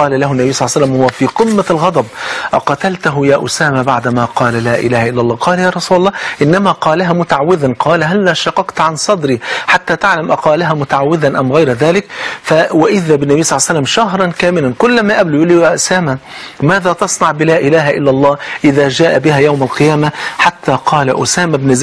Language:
Arabic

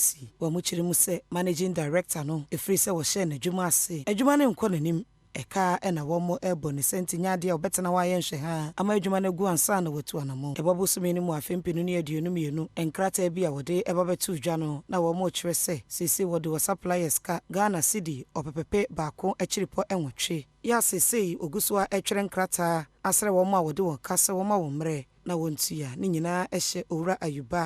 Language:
Akan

